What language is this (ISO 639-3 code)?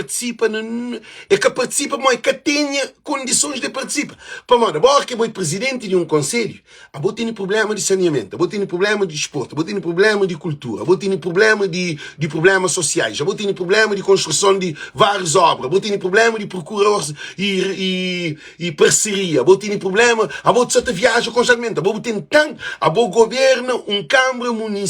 kea